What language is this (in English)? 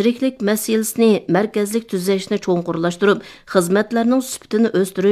Uyghur